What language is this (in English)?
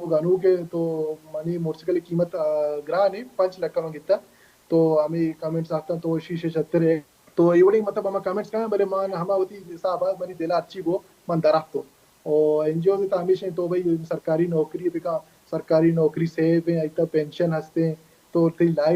Baluchi